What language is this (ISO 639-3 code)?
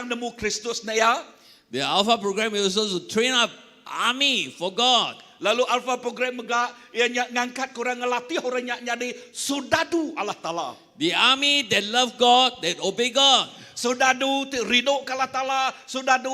iba